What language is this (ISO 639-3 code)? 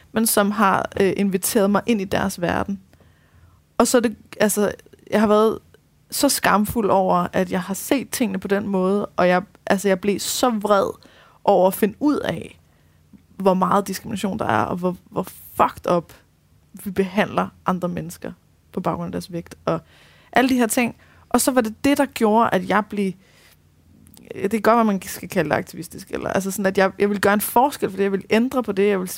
dan